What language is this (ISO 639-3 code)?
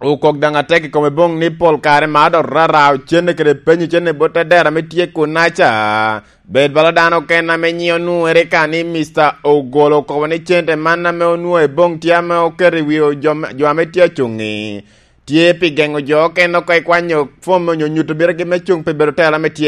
laj